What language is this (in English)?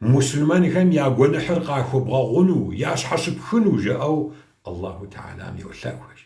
Kabardian